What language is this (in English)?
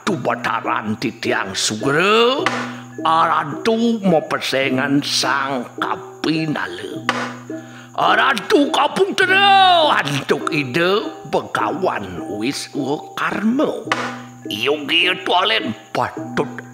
Balinese